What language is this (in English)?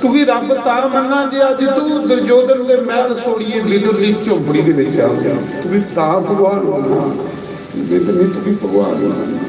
Dogri